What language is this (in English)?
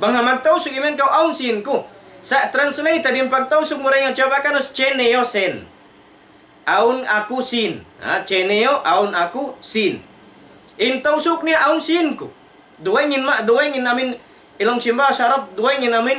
Tausug